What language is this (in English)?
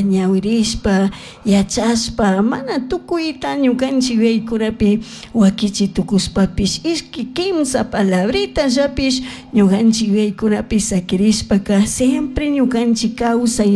Chimborazo Highland Quichua